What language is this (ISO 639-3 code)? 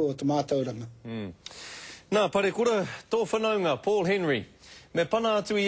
mri